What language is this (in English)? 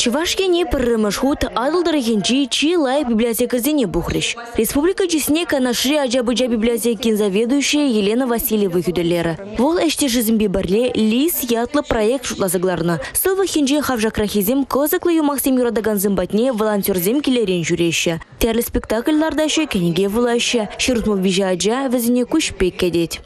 Chuvash